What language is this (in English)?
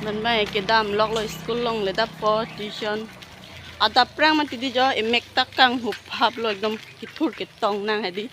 Karbi